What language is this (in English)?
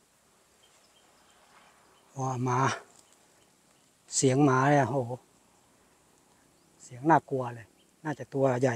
Thai